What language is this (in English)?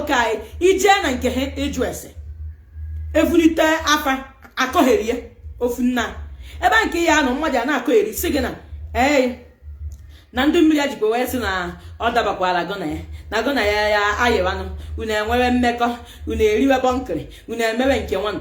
Igbo